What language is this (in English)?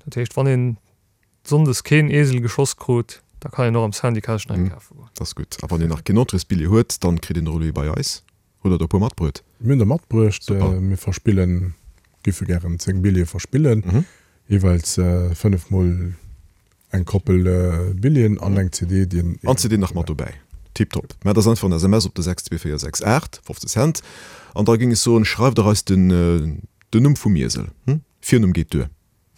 Luxembourgish